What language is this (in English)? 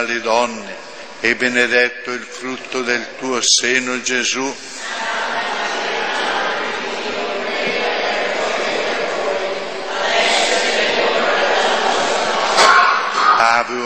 Italian